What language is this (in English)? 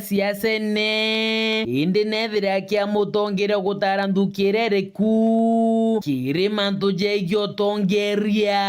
Meru